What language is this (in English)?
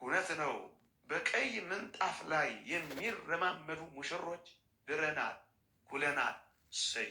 Amharic